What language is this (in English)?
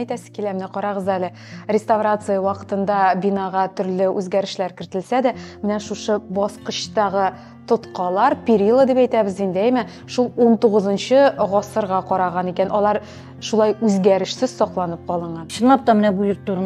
Tatar